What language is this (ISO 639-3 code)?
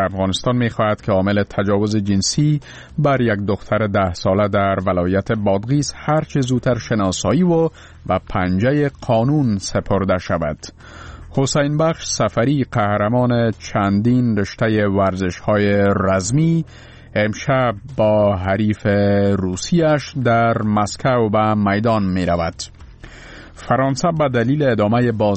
fas